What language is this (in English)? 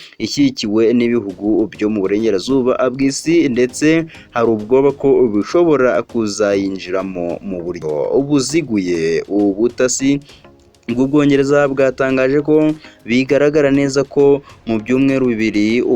Kinyarwanda